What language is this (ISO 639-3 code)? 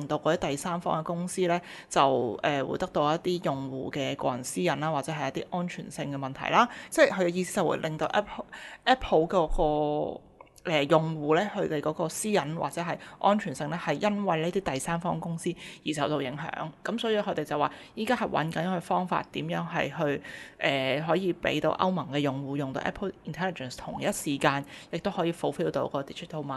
yue